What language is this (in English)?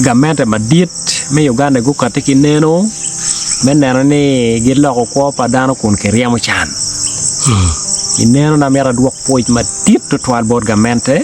Acoli